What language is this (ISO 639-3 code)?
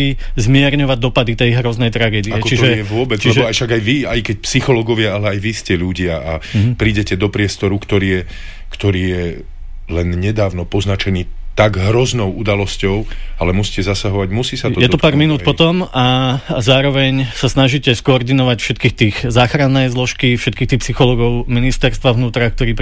slk